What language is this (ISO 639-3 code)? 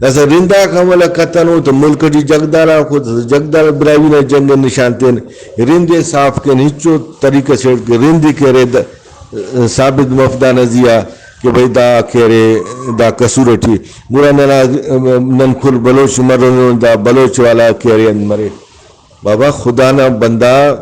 brh